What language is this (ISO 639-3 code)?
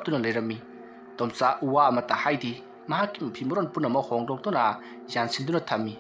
mni